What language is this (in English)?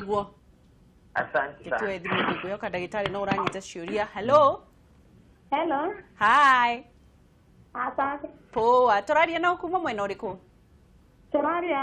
Kikuyu